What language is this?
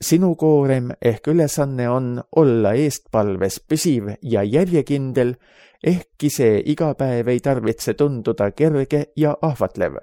Estonian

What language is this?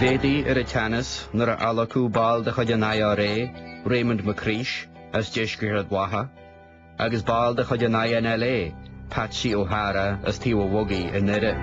Irish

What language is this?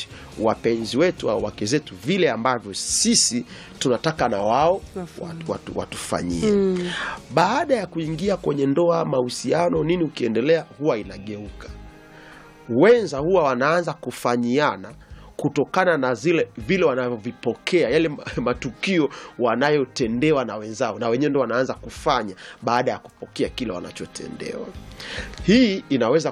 Swahili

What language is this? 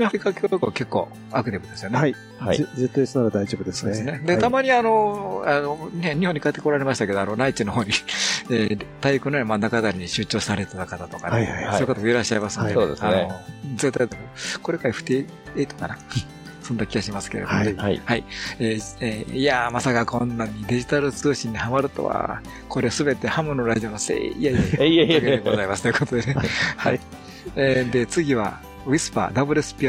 Japanese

